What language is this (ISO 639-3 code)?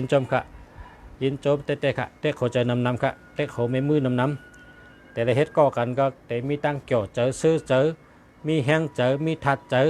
shn